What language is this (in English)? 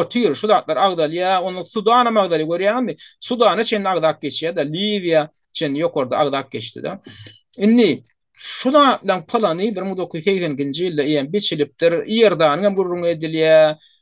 Turkmen